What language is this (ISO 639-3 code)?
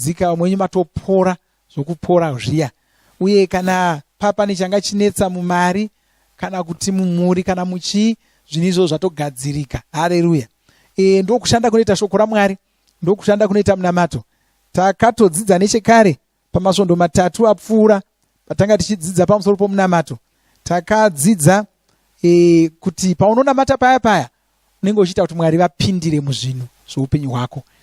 sna